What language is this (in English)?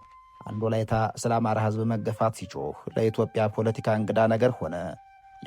Amharic